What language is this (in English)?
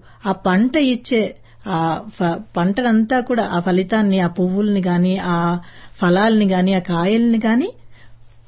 Telugu